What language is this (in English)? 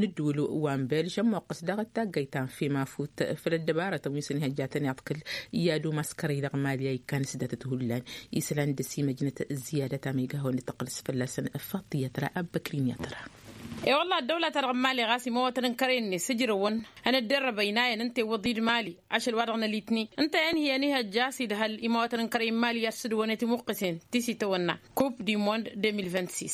Tamasheq